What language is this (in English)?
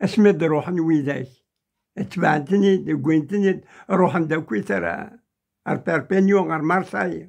Kabyle